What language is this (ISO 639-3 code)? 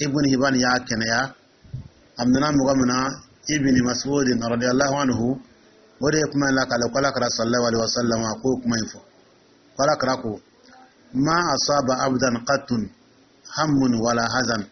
dyu